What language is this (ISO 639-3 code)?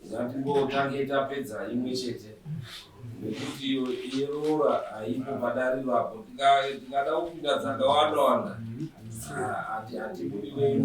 sna